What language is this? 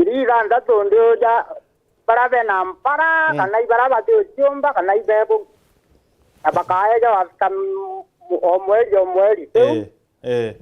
Meru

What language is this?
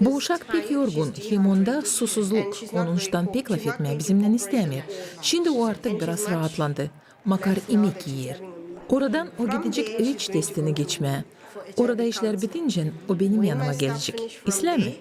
Gagauz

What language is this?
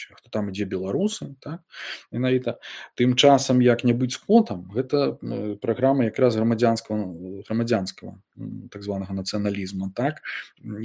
Belarusian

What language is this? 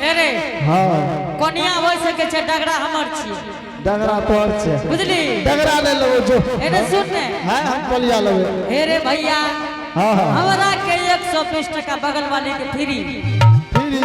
Angika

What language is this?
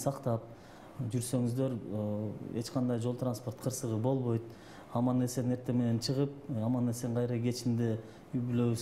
Kyrgyz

